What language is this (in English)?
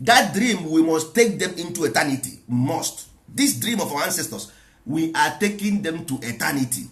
Igbo